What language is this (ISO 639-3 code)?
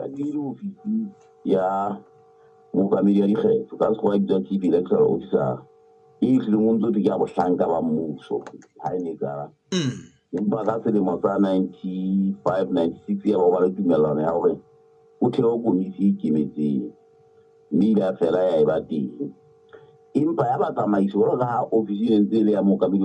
sot